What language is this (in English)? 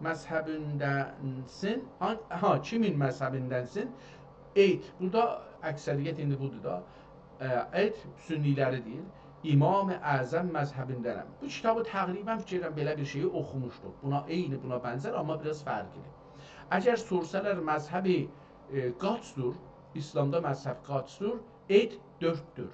South Azerbaijani